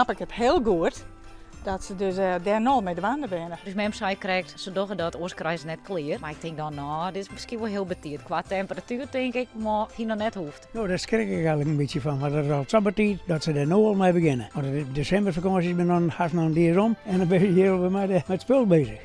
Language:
Western Frisian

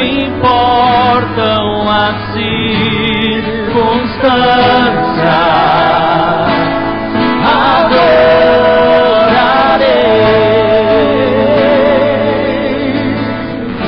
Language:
Portuguese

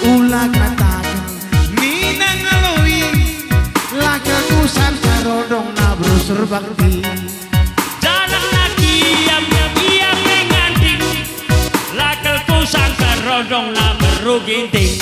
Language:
Batak Karo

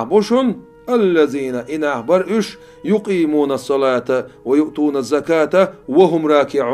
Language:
Chechen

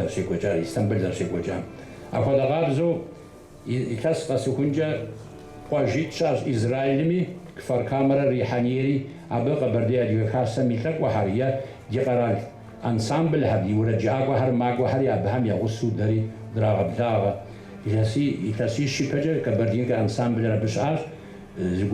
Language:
Kabardian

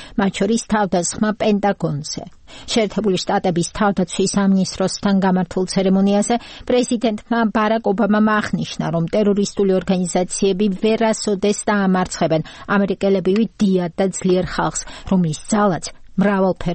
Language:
Georgian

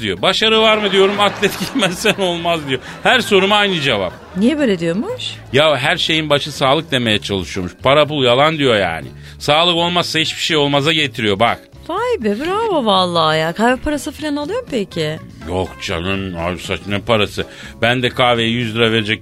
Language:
Turkish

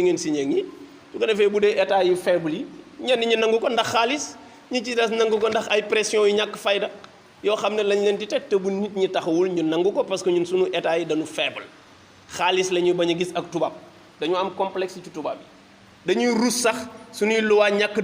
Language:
Wolof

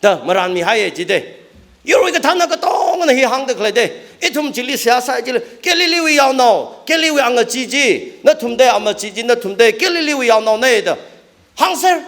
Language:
Tangkhul Naga (India)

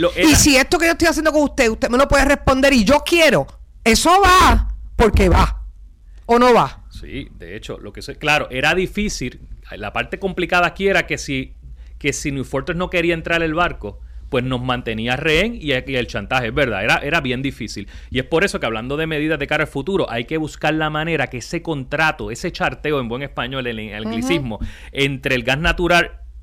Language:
Spanish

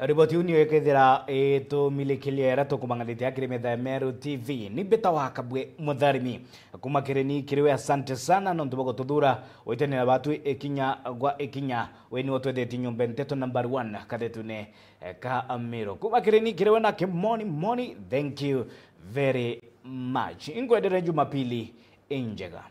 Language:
Meru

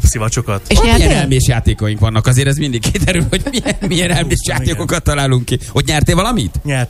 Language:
Hungarian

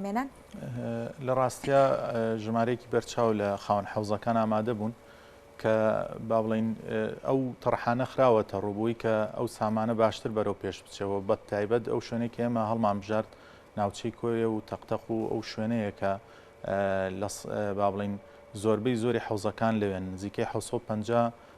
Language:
Central Kurdish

